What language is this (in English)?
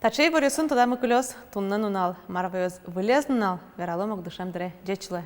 Udmurt